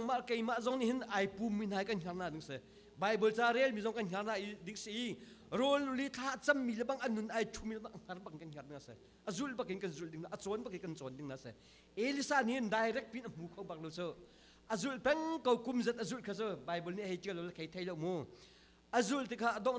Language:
Hakha Chin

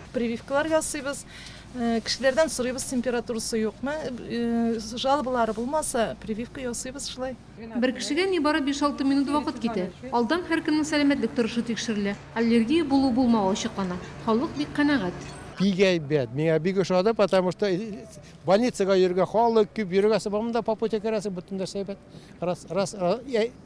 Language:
Tatar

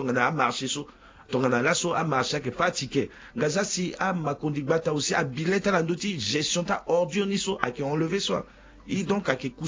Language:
Sango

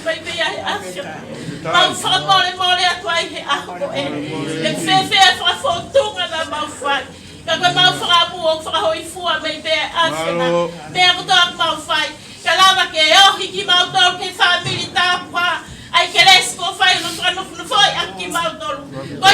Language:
Tongan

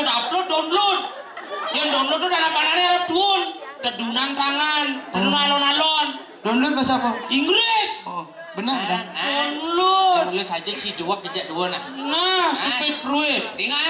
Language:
Balinese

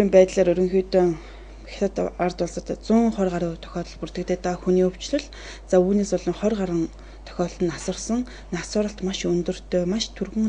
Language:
Mongolian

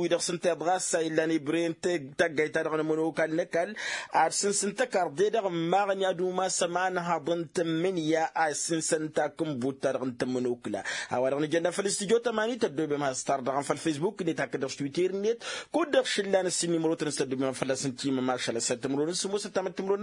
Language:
Tamasheq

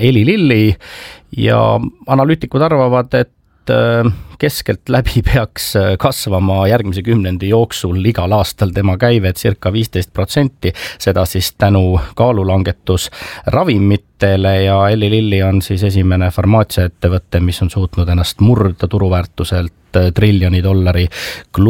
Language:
Estonian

